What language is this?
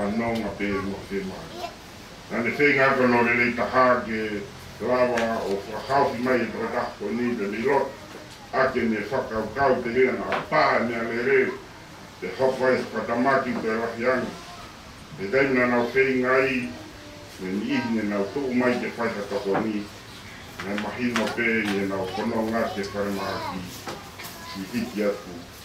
Tongan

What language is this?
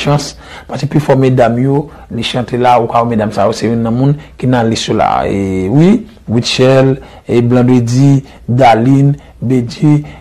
Haitian Creole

